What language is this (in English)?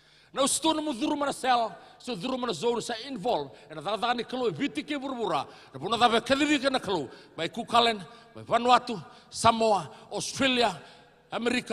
Fijian